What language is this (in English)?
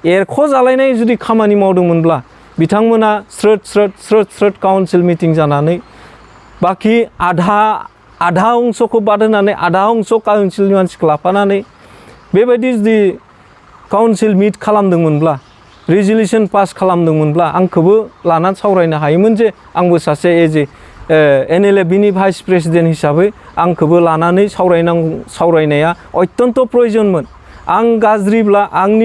Bodo